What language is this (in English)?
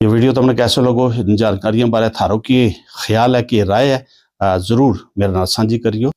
Gujari